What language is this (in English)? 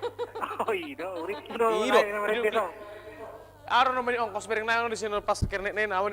Batak Toba